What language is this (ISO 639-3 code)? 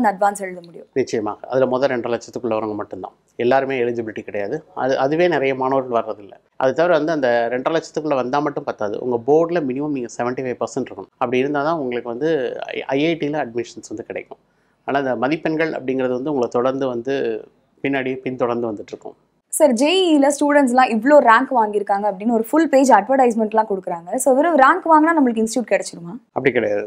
tam